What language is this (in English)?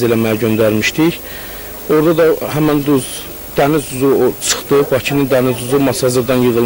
Azerbaijani